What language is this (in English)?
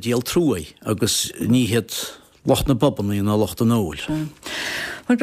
Irish